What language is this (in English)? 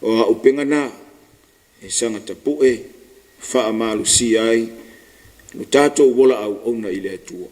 Samoan